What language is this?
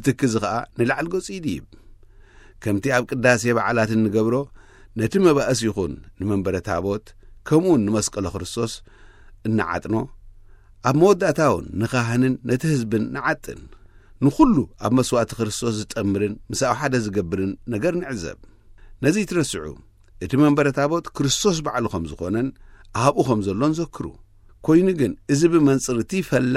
Tigrinya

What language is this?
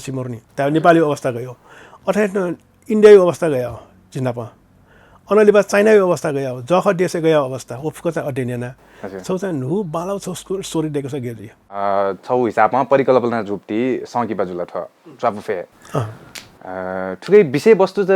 Newari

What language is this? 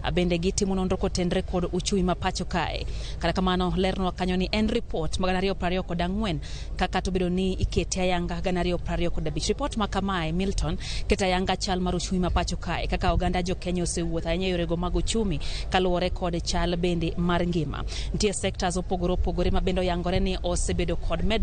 Luo (Kenya and Tanzania)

